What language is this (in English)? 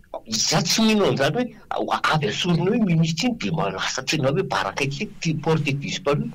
Malagasy